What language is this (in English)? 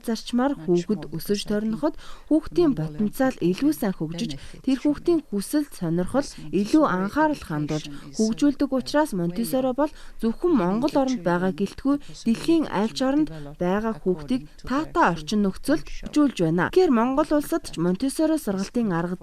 Mongolian